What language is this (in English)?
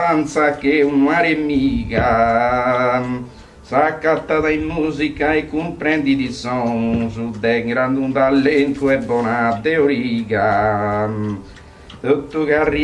Sardinian